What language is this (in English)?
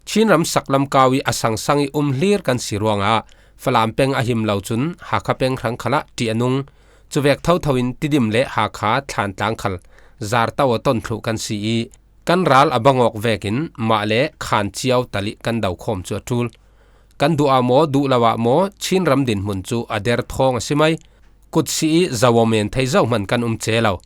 Falam Chin